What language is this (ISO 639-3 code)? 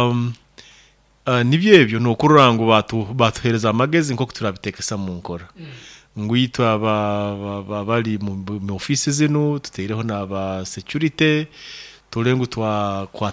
nyo